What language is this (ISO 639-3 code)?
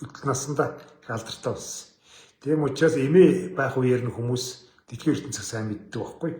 mon